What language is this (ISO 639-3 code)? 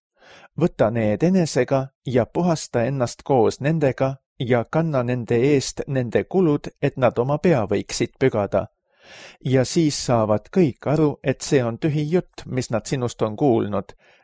est